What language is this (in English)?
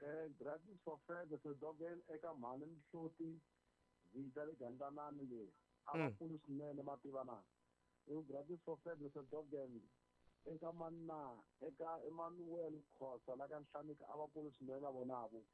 Tsonga